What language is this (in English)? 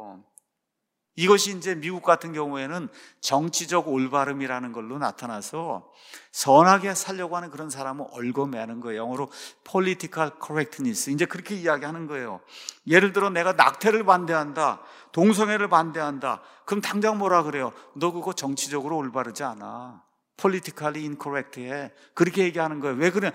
Korean